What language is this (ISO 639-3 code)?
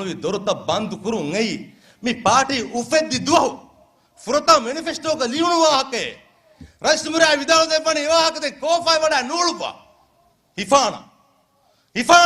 div